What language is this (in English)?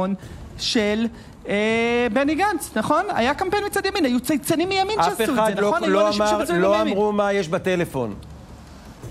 Hebrew